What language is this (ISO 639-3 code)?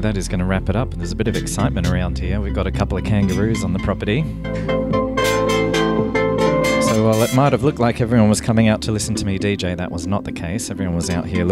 eng